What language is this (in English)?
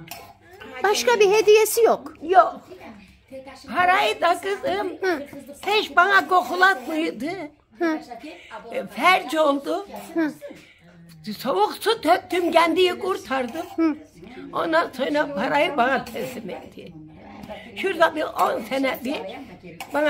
Turkish